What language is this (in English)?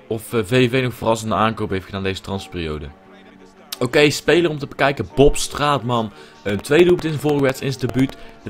Dutch